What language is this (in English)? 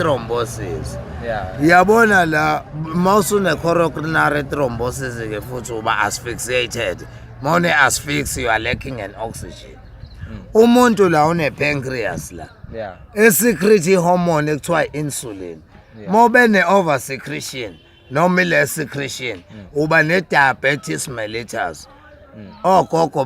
Zulu